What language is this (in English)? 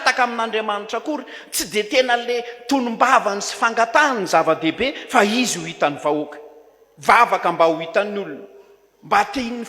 Malagasy